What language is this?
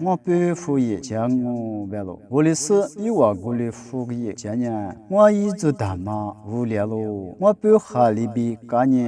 Lisu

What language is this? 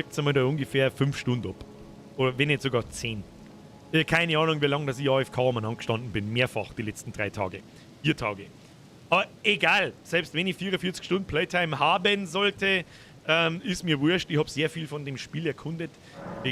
Bavarian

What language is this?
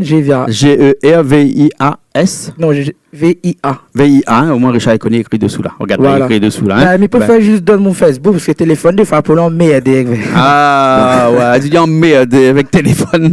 Réunion Creole French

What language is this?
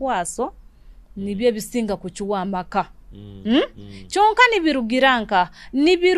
Nyoro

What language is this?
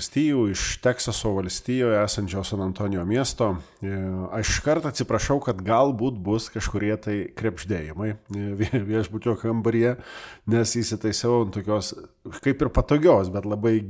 Lithuanian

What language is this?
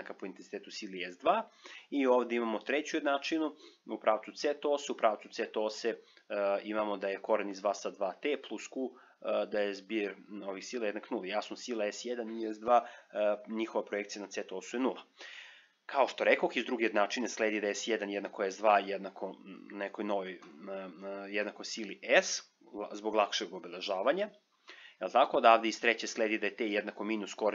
Serbian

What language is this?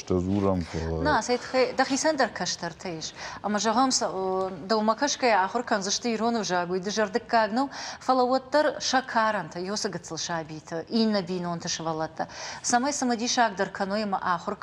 Ossetic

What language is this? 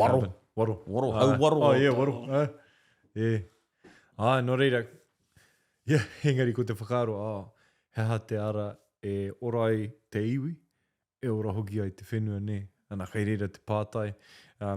Māori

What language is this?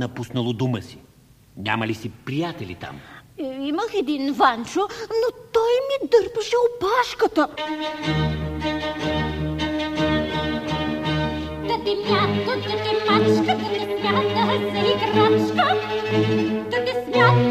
Bulgarian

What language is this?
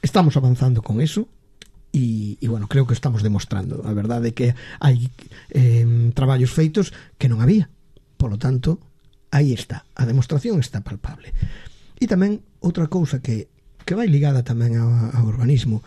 Galician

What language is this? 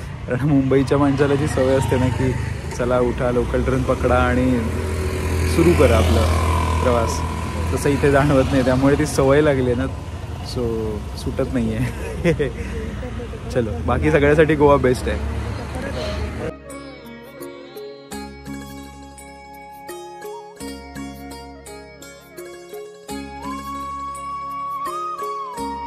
Marathi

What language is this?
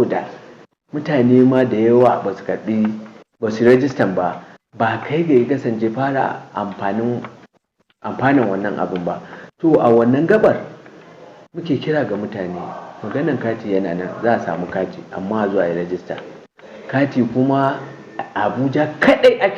Hausa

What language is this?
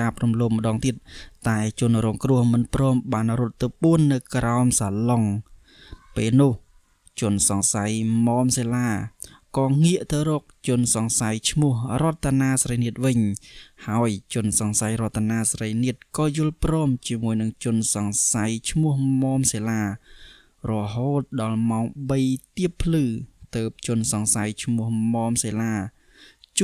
Khmer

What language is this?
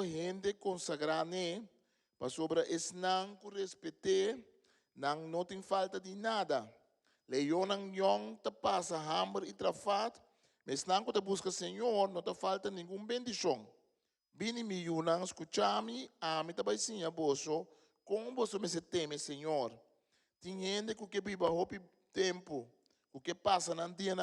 Papiamento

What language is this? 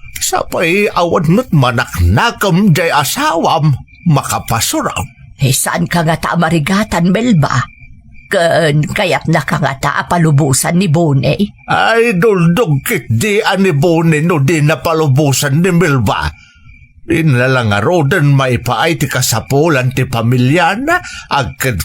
Iloko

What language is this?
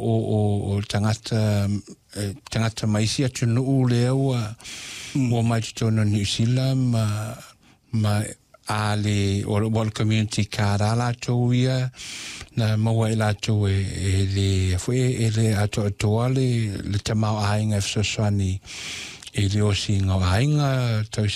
Samoan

